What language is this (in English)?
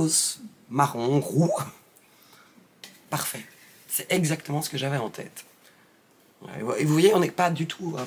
French